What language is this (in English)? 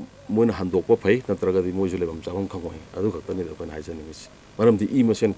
Manipuri